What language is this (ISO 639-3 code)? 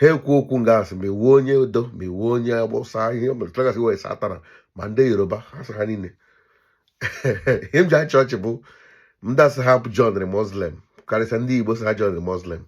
ibo